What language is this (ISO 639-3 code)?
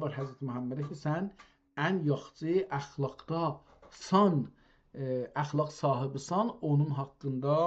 azb